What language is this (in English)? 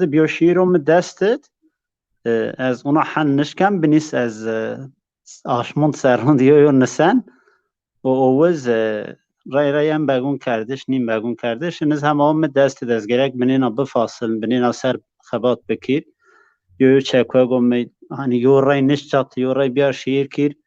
Zaza